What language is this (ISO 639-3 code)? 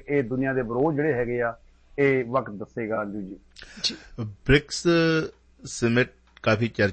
pan